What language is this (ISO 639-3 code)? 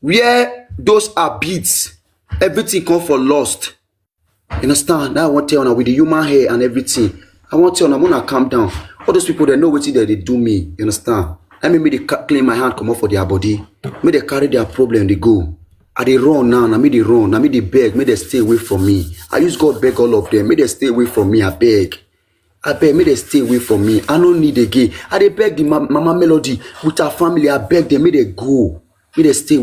pcm